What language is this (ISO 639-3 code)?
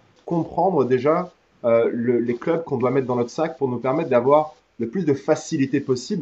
fra